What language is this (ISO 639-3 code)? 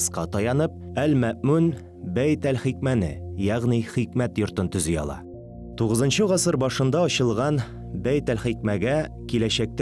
tat